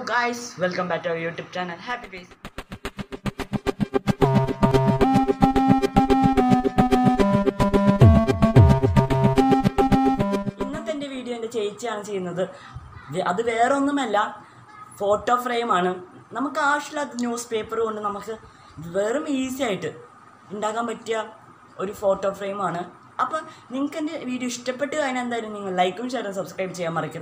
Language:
Malayalam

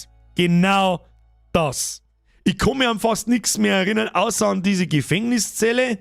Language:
Bavarian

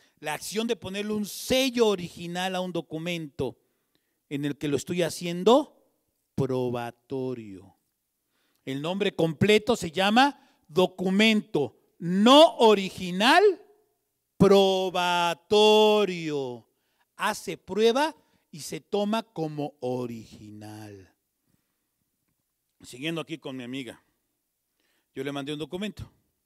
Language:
Spanish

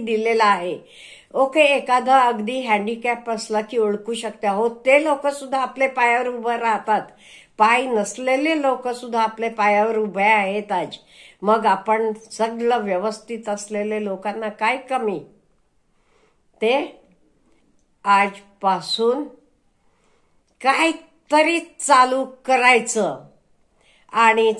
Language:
Marathi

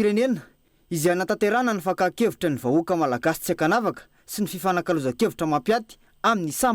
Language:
Malagasy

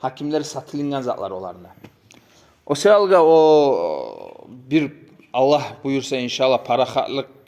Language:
Kumyk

